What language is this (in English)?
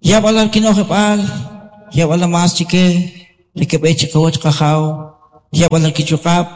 Kʼicheʼ